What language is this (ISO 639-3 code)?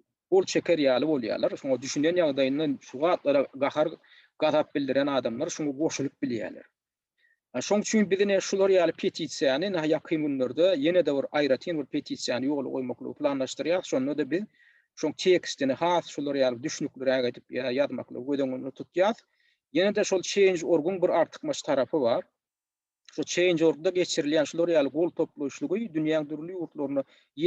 tuk